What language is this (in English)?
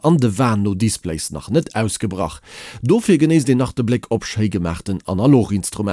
Luxembourgish